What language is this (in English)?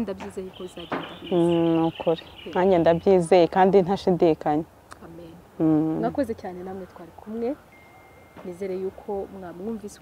Kinyarwanda